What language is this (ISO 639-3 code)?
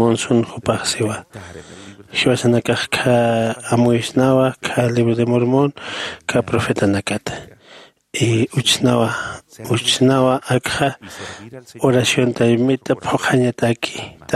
aym